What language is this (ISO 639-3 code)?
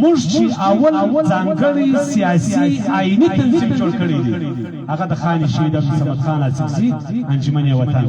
pus